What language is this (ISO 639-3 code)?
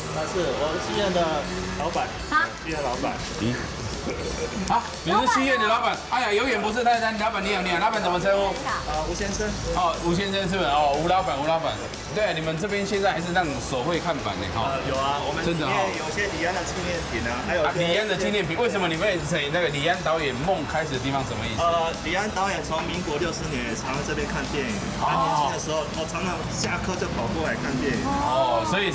zho